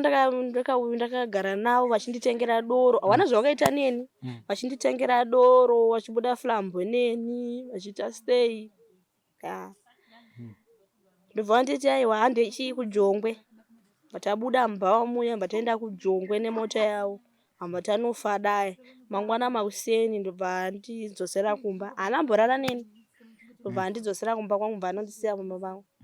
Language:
Shona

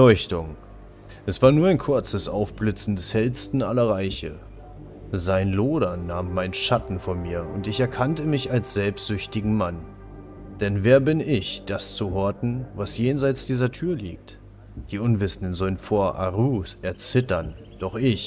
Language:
German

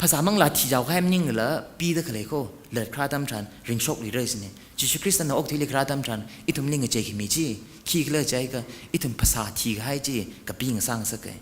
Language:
Tangkhul Naga (India)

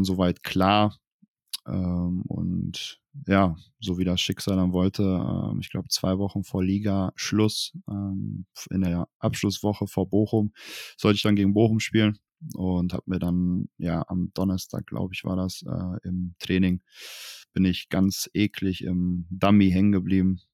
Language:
German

